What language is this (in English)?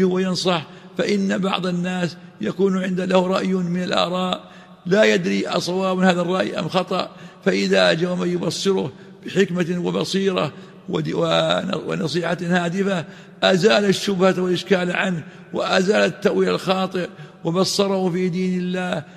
Arabic